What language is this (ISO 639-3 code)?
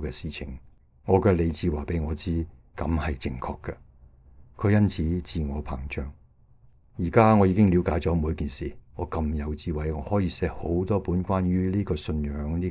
yue